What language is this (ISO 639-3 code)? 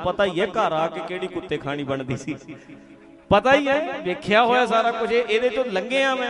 pan